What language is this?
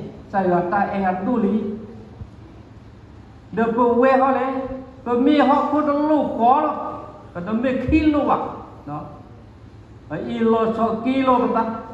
S'gaw Karen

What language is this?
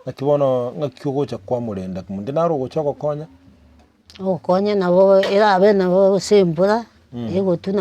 Gusii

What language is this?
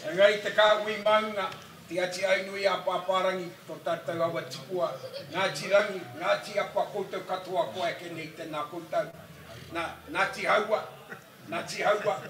Māori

